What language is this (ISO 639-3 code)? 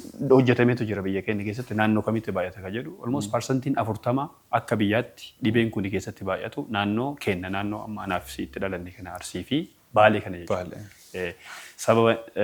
orm